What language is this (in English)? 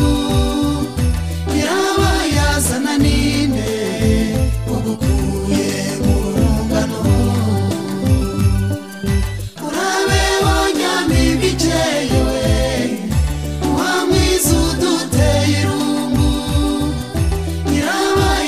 Kinyarwanda